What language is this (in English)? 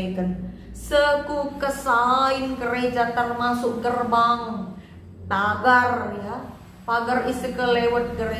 Batak Karo